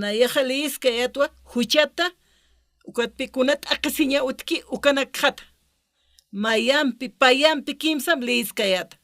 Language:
Aymara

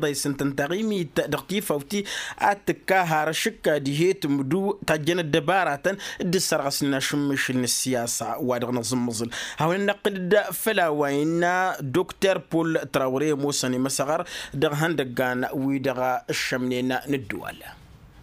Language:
Tamasheq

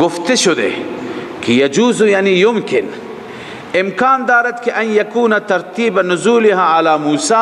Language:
Persian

